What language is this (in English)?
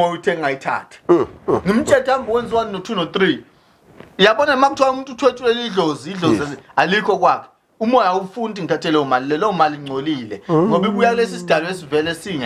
Zulu